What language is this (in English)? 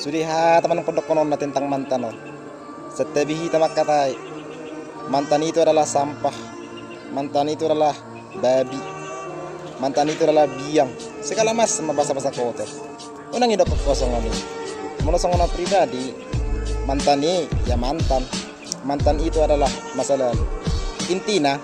Batak Toba